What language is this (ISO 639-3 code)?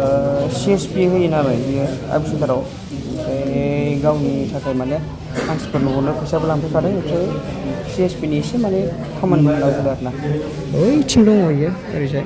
brx